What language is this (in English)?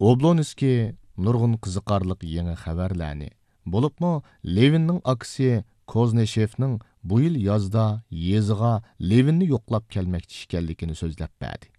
Uyghur